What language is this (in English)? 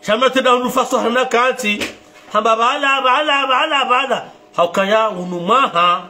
Ngazidja Comorian